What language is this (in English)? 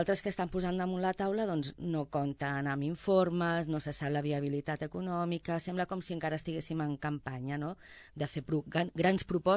Catalan